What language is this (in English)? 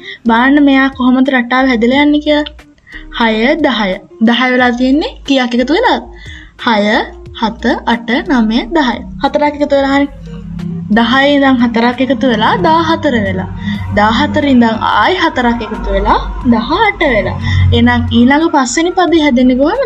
Sinhala